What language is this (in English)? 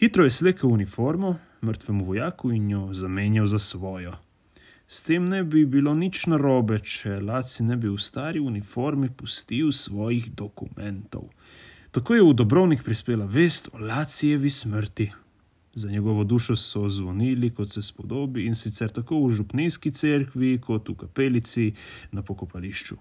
Slovenian